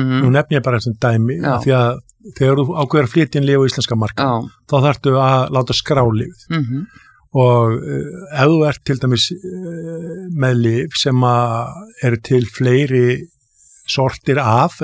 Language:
Icelandic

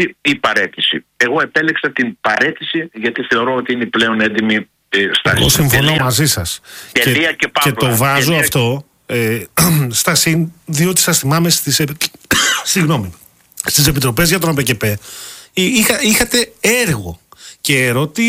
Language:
Greek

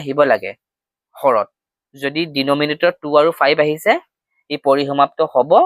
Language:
Assamese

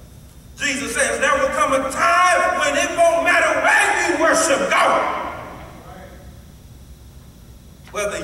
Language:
English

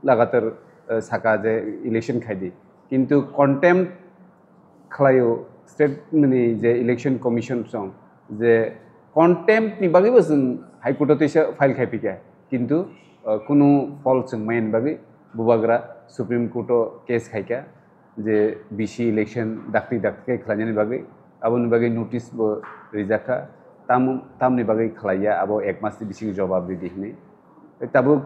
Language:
Kok Borok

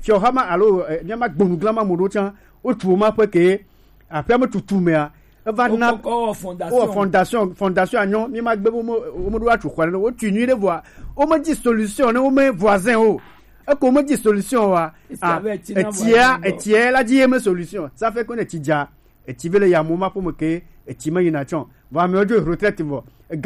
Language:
Gen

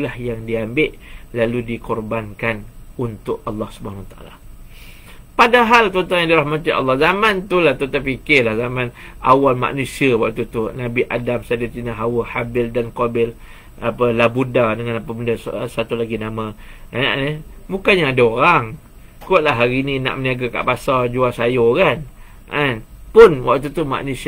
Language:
Malay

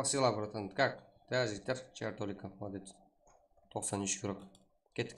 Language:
Kara-Kalpak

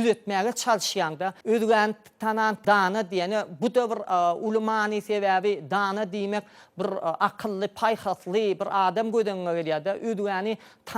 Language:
Turkmen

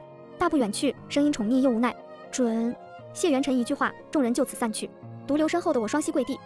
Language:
Chinese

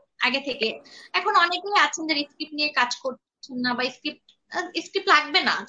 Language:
Bangla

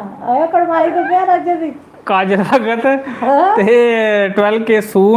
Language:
Dogri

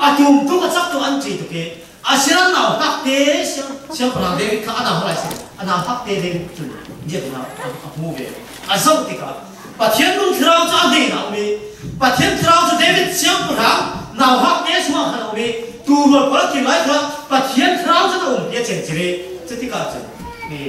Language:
Falam Chin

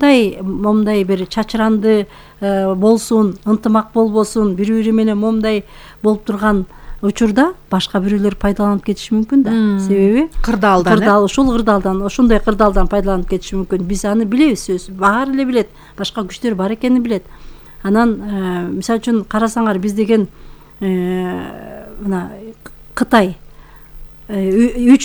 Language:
Kyrgyz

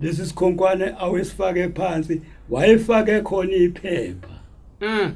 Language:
Zulu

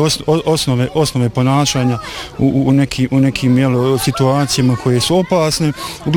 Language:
Bosnian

